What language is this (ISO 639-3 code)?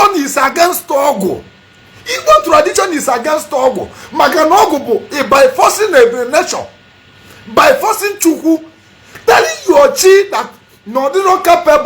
ibo